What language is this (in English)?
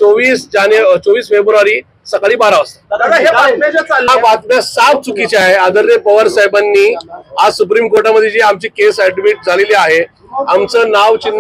Marathi